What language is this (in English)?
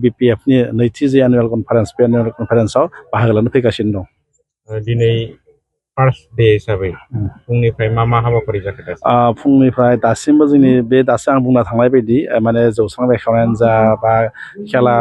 Bodo